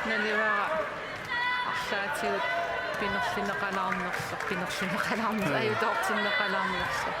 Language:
Kalaallisut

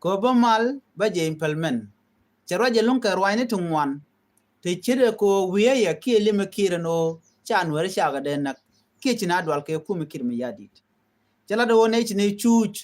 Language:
Nuer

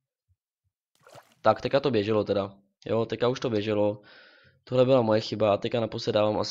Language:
Czech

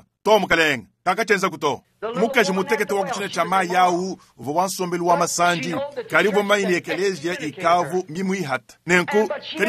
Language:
Luba-Lulua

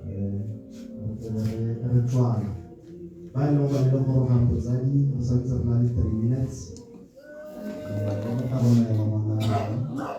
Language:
Tswana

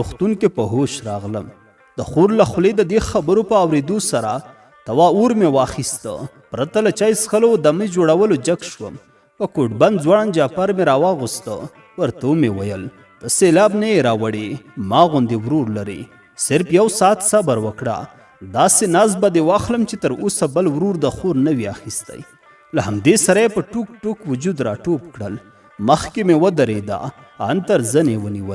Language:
Pashto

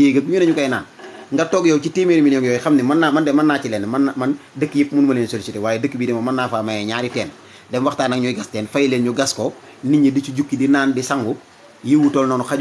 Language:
Wolof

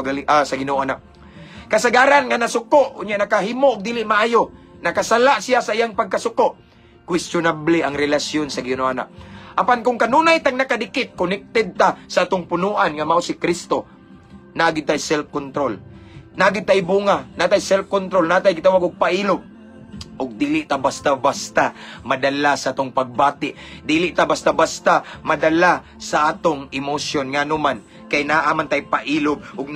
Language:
Cebuano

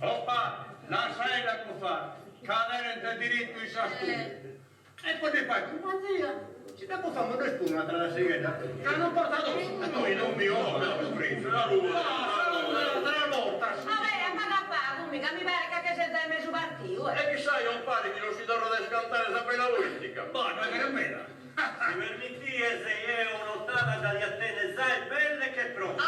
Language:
Sardinian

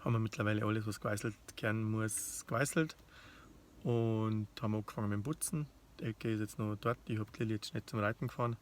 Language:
Bavarian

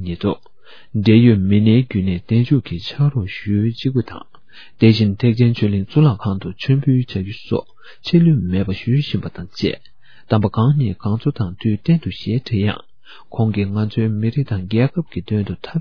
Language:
Tibetan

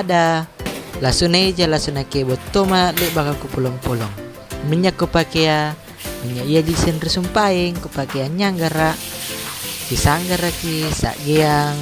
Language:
Makasar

